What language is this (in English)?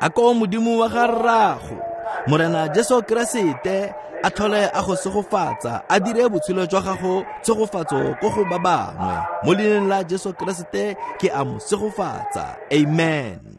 Tswana